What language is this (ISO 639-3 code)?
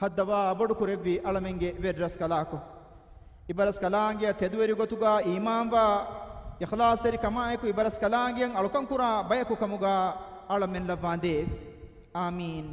div